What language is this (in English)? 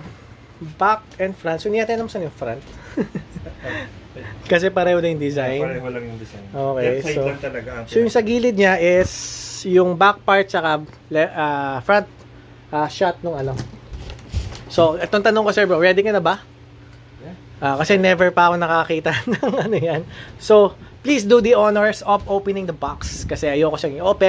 Filipino